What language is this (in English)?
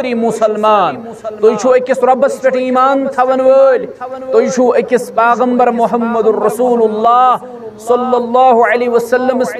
Kashmiri